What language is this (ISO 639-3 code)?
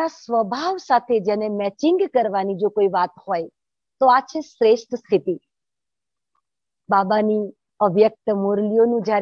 guj